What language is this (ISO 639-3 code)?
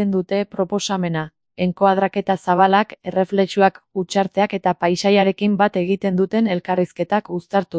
eus